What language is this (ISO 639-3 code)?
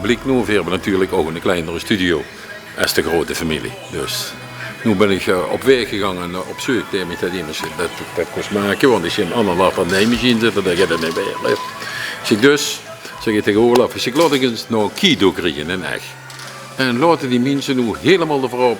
lim